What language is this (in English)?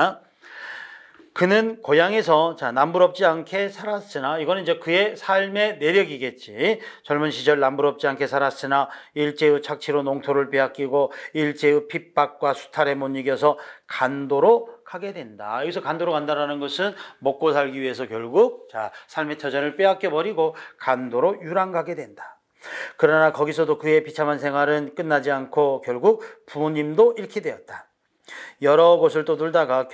Korean